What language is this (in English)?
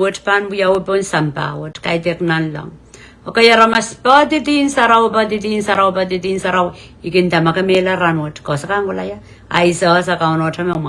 Pohnpeian